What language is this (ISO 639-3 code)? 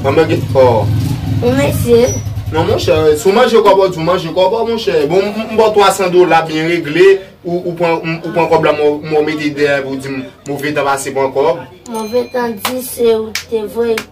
hat